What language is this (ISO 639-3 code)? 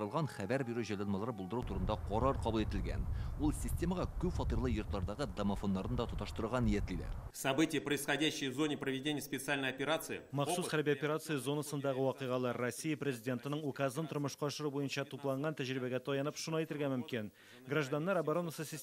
tat